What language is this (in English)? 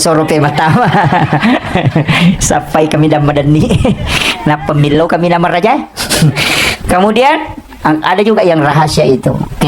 Buginese